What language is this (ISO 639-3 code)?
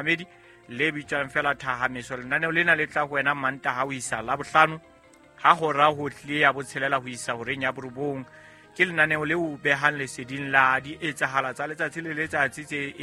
sot